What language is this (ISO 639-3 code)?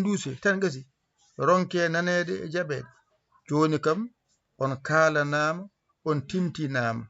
ful